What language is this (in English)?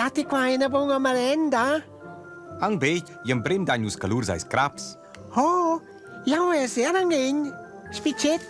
Romansh